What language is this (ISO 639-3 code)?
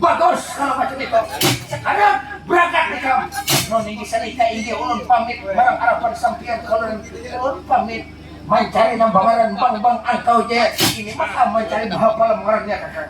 bjn